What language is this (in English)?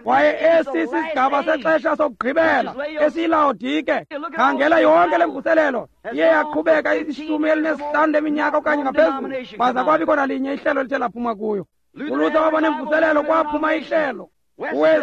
Xhosa